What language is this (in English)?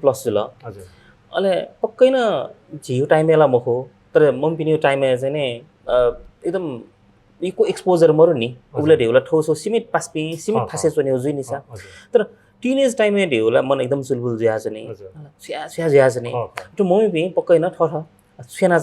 Newari